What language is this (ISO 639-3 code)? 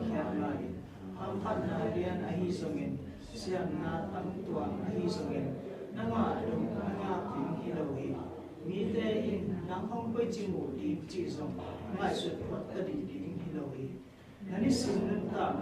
ctd